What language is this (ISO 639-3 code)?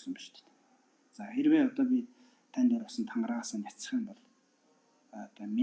mon